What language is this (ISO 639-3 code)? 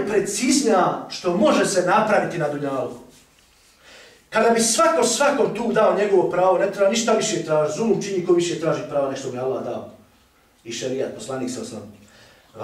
bos